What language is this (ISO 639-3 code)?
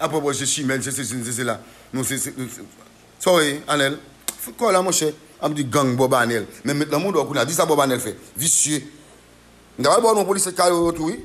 hat